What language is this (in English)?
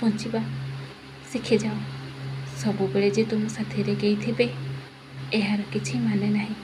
Odia